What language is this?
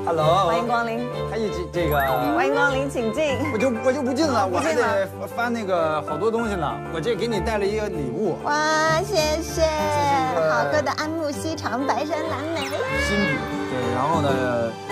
Chinese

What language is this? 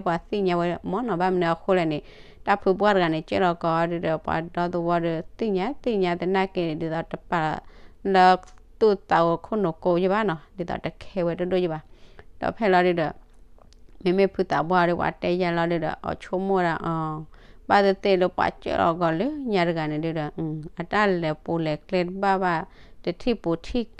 S'gaw Karen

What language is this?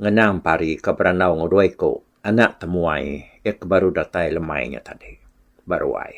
Iban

